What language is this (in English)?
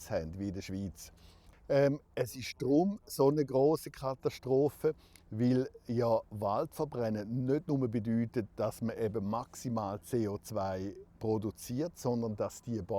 Romansh